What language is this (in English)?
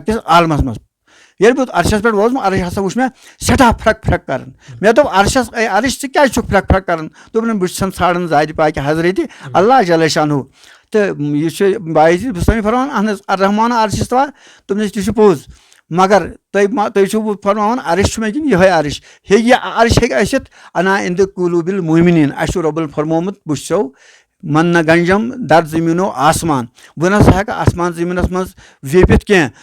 Kashmiri